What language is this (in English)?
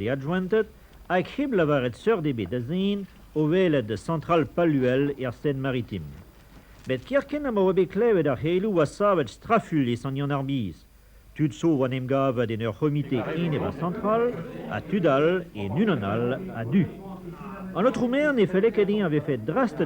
Breton